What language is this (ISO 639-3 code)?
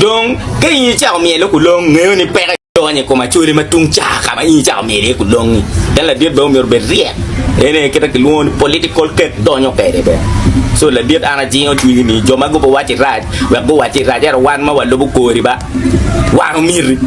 ach